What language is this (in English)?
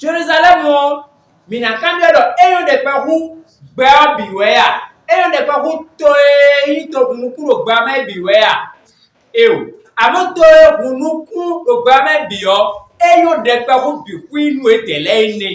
Fon